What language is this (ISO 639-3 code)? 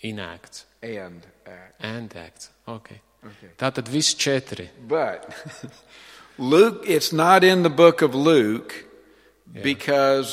lav